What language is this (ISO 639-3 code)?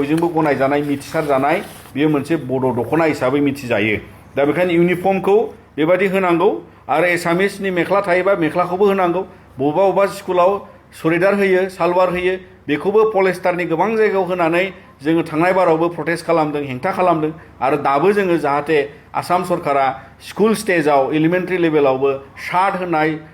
brx